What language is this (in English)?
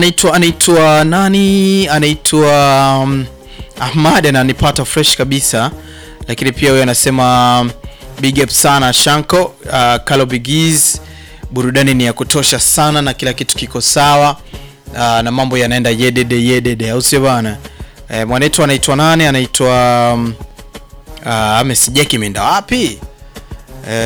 Swahili